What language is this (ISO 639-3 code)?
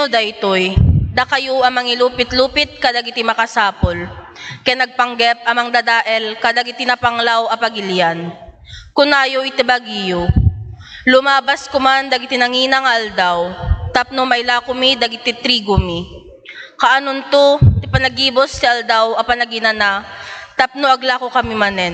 ilo